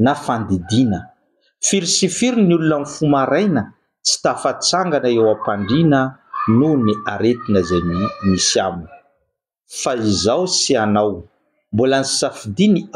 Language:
Malagasy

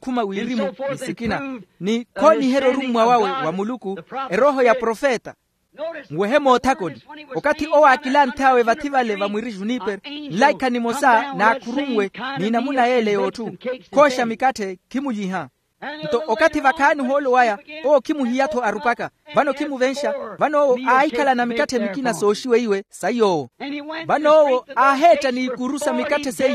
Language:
Makhuwa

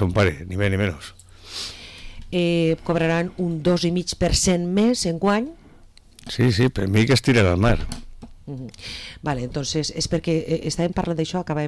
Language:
Catalan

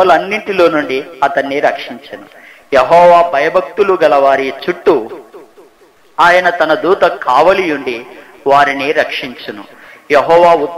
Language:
Telugu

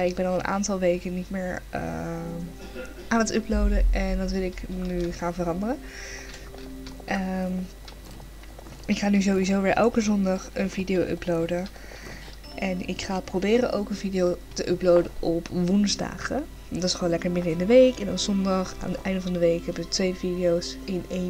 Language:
Dutch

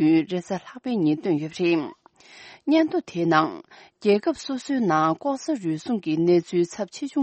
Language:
Tibetan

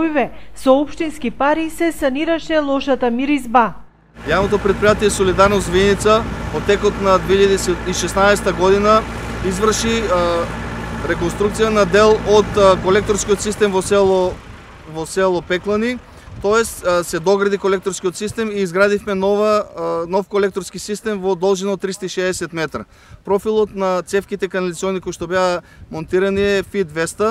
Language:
Macedonian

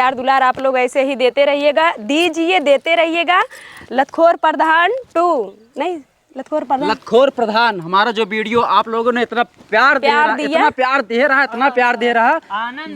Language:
Awadhi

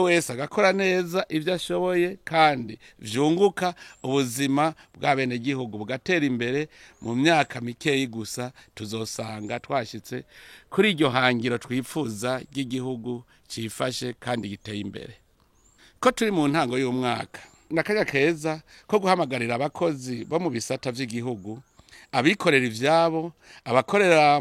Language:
Rundi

